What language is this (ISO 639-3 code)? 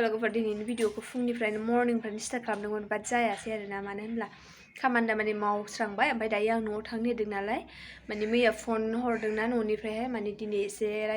brx